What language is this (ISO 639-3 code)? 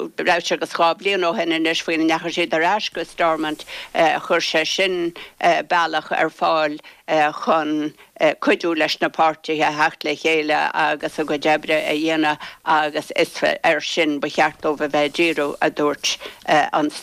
gle